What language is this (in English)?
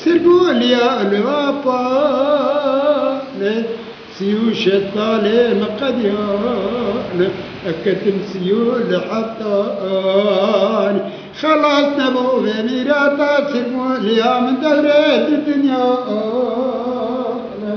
Zaza